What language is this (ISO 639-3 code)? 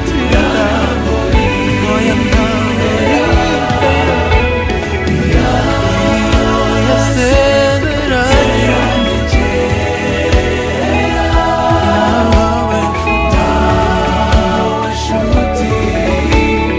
kin